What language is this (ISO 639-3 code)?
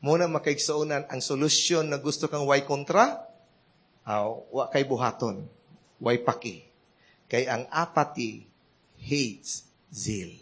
ceb